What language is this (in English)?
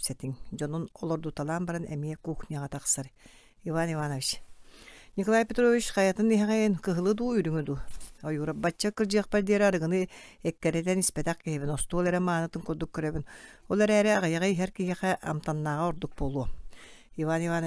Yakut